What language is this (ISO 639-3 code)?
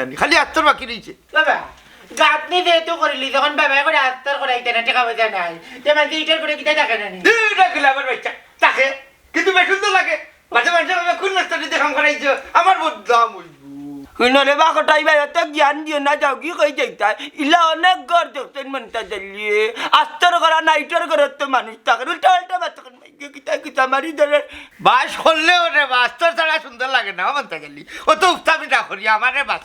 syl